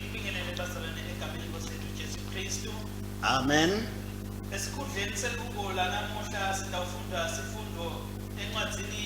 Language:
Swati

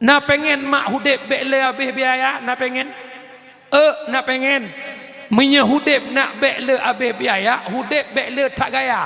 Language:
Achinese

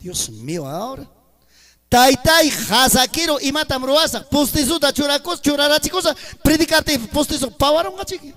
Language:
Ayacucho Quechua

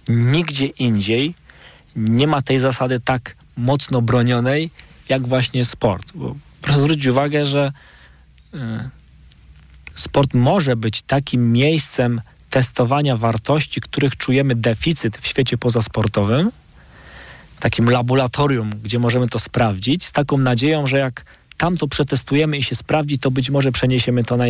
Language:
Polish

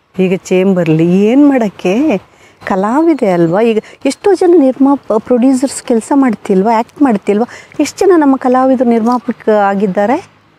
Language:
Kannada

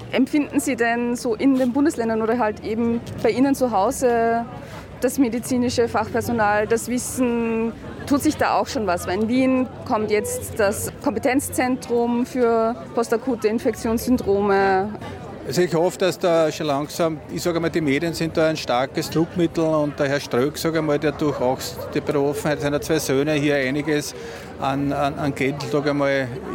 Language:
German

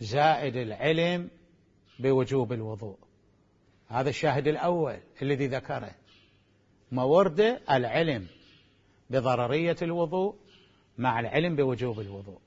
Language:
Mesopotamian Arabic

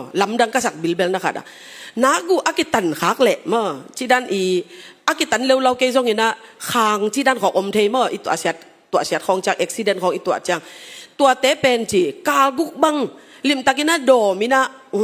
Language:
Tedim Chin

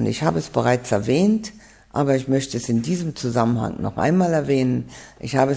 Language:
German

